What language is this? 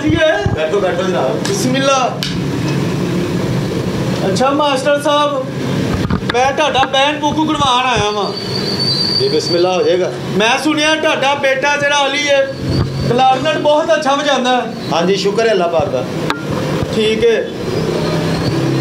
Punjabi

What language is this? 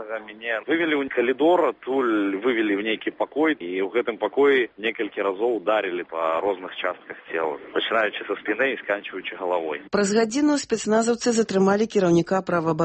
Belarusian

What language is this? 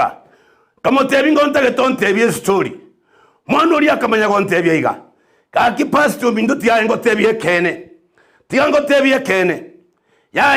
Gusii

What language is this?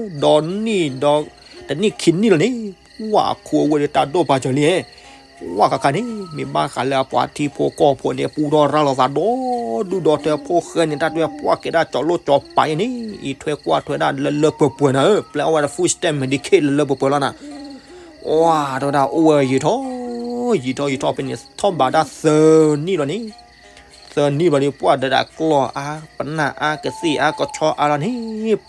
S'gaw Karen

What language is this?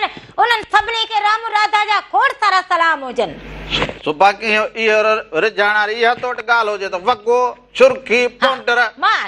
Sindhi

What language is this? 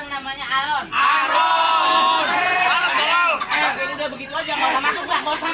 Betawi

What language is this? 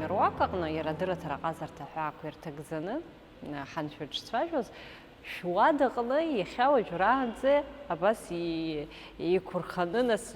Abkhazian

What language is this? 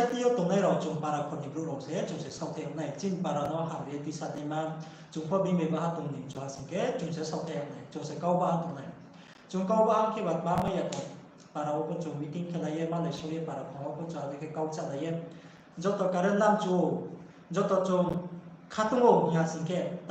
Riang (India)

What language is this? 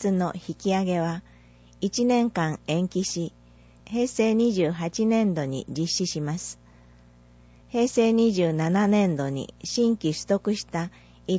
Japanese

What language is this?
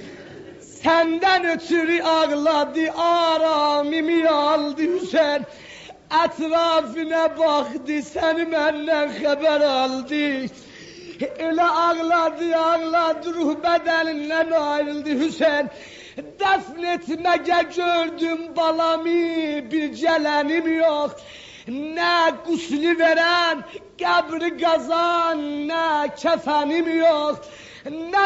Turkish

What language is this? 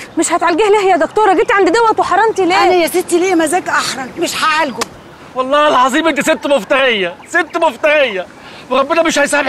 Egyptian Arabic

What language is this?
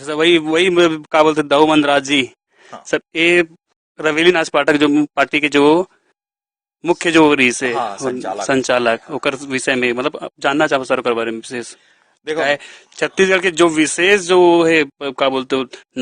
Chhattisgarhi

